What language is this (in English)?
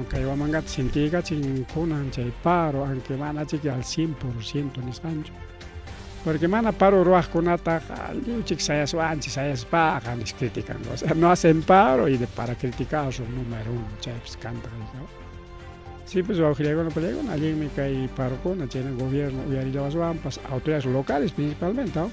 Ayacucho Quechua